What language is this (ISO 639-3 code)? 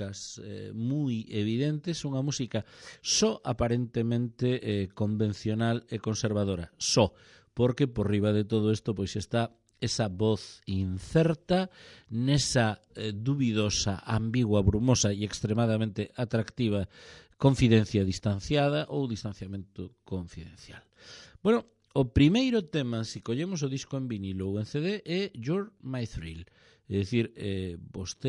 glg